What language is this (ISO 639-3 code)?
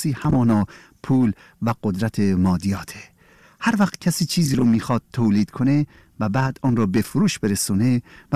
fas